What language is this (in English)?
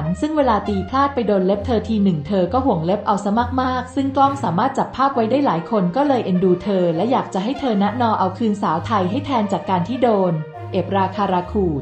Thai